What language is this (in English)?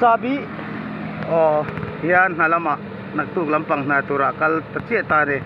Mizo